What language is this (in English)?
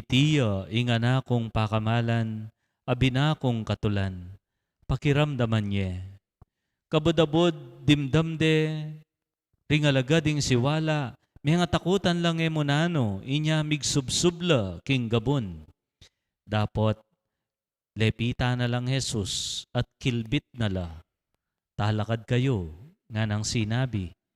Pampanga